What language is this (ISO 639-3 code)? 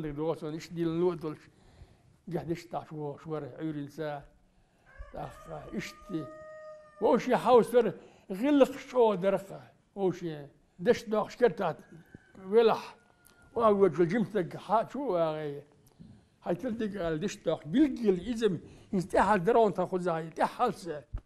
che